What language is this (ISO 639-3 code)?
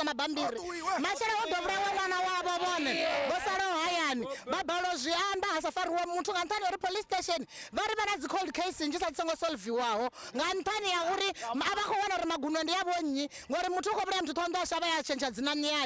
ven